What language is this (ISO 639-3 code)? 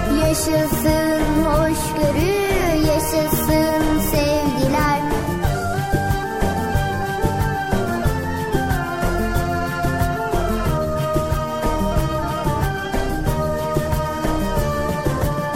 tur